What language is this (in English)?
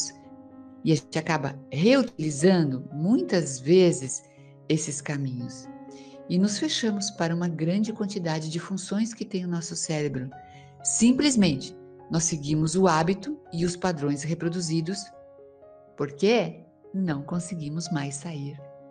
Portuguese